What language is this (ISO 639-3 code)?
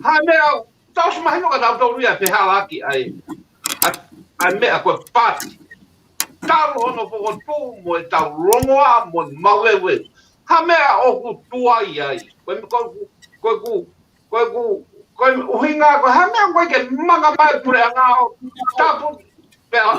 ton